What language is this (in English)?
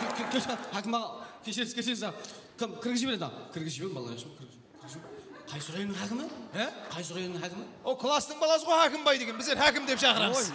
Kara-Kalpak